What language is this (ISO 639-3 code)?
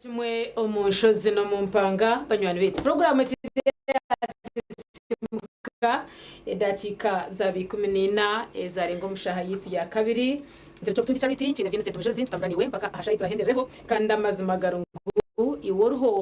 nyn